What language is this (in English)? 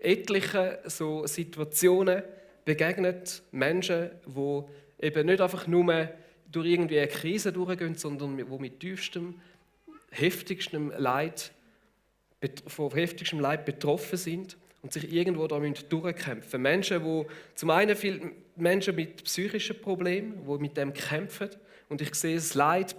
Swiss German